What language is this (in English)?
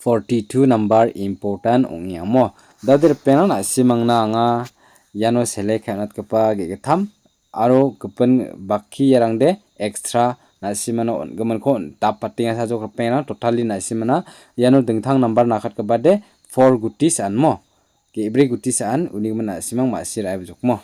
Garo